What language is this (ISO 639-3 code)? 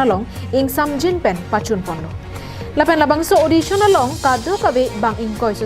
mjw